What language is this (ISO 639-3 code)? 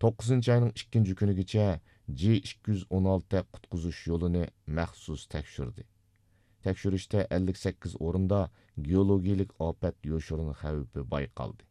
uig